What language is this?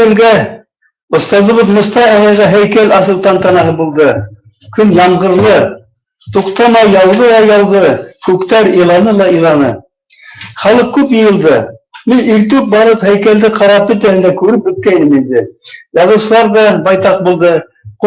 Bashkir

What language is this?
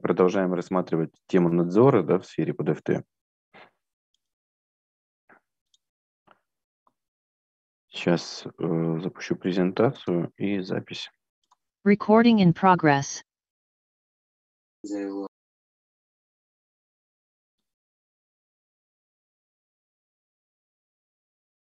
Russian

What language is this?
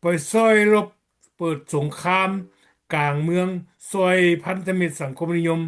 Lao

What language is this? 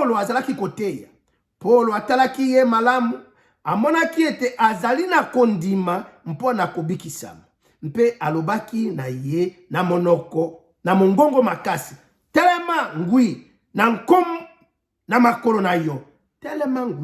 Lingala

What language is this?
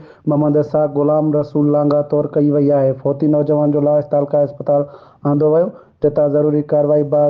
Sindhi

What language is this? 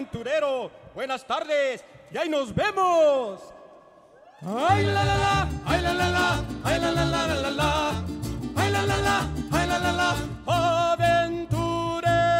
Spanish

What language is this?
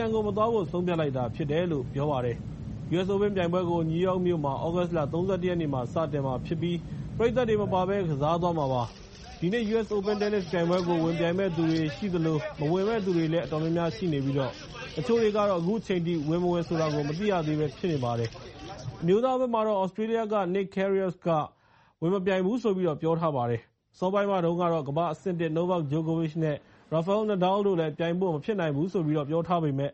Burmese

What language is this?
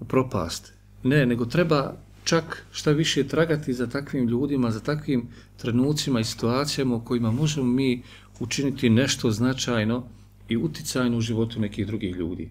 Bosnian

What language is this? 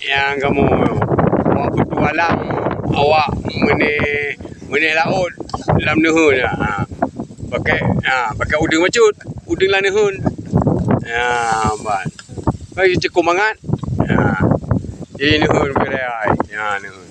Achinese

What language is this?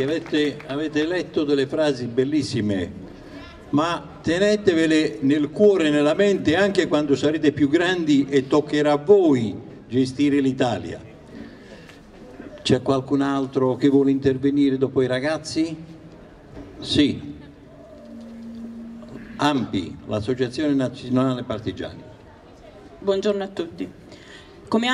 Italian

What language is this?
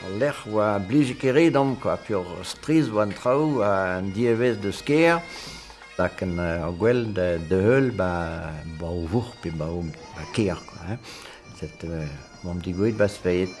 Breton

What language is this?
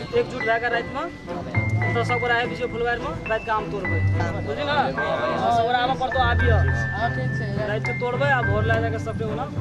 Maithili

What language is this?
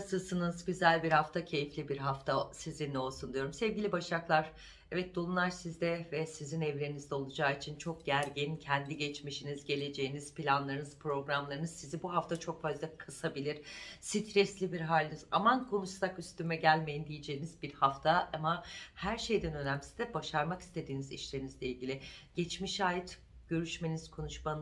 Turkish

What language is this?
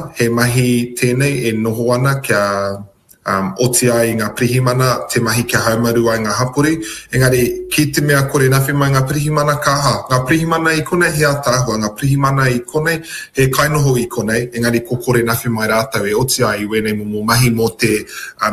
Māori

